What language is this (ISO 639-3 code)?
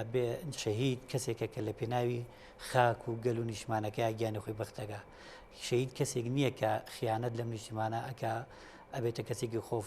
ckb